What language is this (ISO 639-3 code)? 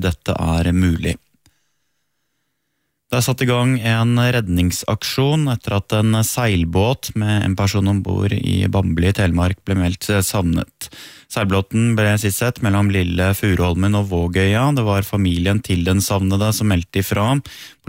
nor